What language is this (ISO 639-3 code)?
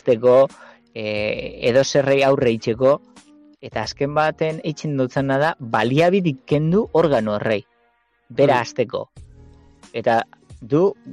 eus